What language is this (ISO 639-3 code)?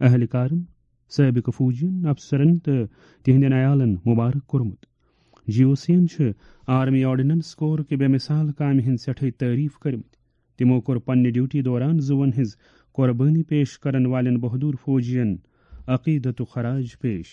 kas